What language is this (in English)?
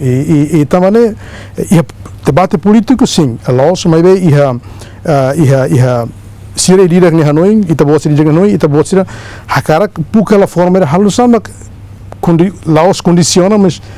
Tetum